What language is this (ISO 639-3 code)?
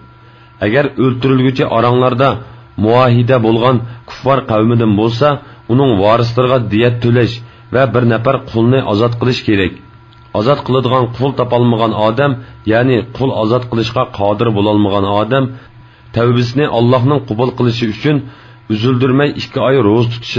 uig